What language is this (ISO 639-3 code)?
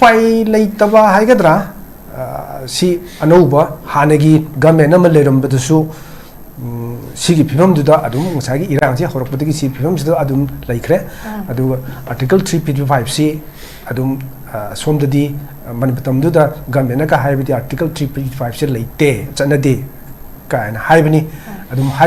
mni